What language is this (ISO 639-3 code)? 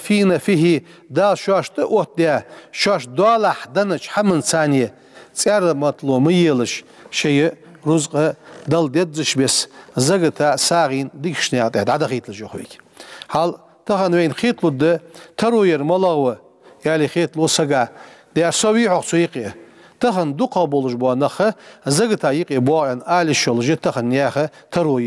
inh